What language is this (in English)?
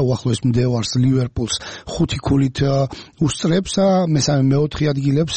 Georgian